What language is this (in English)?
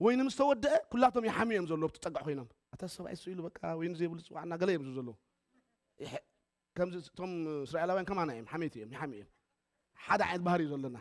Tigrinya